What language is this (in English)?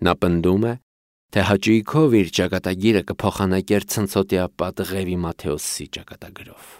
Armenian